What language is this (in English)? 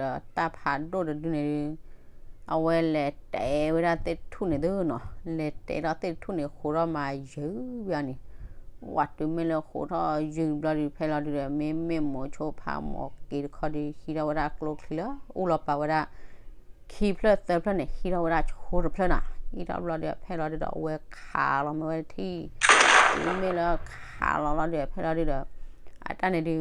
S'gaw Karen